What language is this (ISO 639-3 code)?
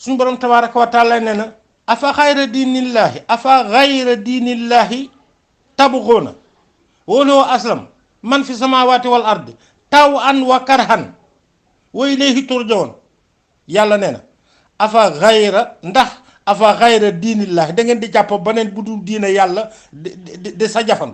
wol